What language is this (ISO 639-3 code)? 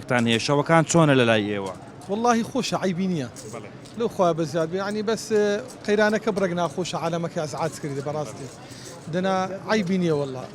ckb